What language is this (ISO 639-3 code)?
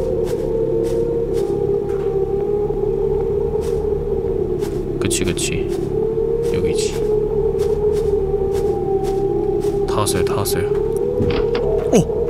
kor